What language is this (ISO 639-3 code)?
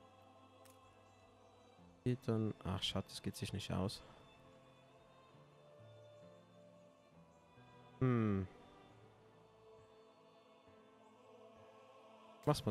deu